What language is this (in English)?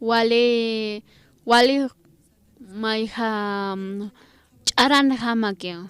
Aymara